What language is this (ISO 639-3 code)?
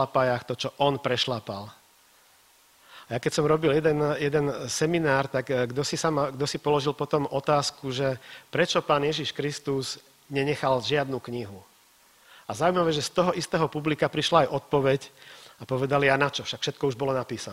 slk